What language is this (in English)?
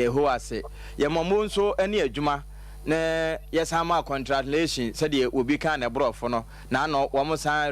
Akan